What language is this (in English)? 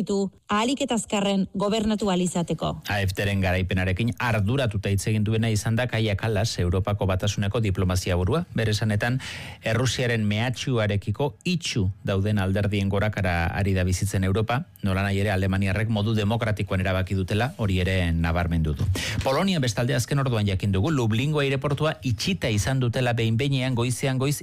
Basque